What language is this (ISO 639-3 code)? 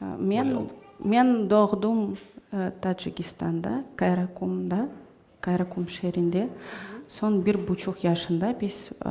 crh